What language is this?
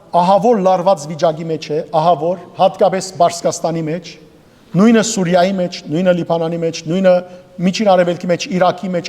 Western Armenian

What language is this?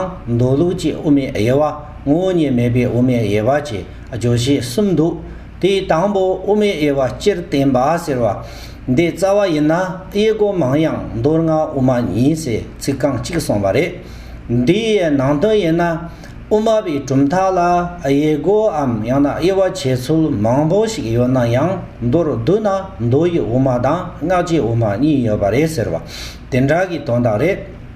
Tibetan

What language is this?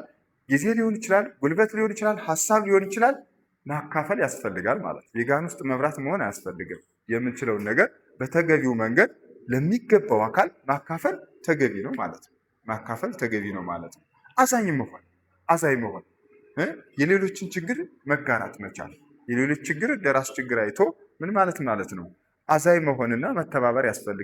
Amharic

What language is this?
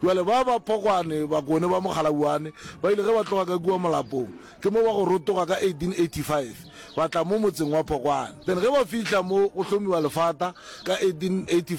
Northern Sotho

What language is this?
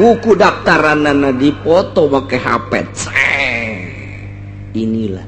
Sundanese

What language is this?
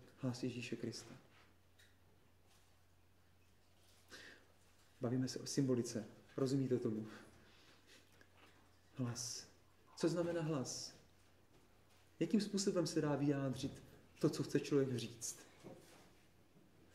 Czech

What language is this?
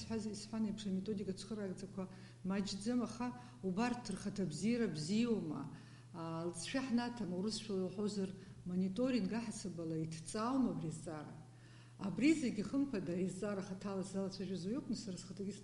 Abkhazian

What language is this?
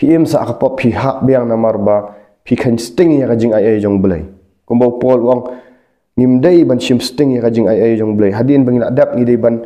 Khasi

